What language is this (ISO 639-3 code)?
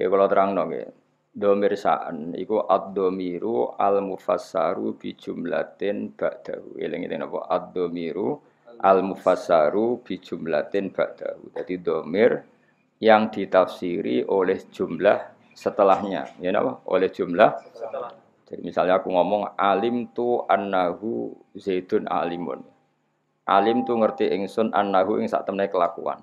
jav